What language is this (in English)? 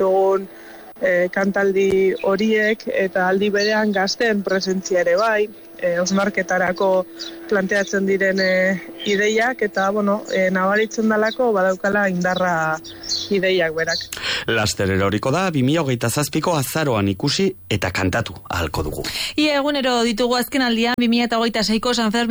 Basque